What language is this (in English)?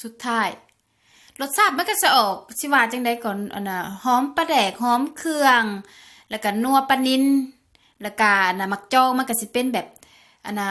Lao